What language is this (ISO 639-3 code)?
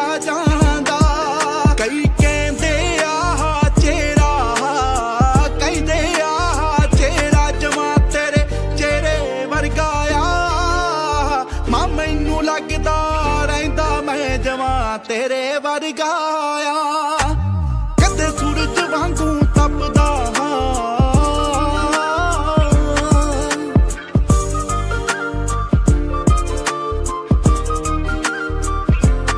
pan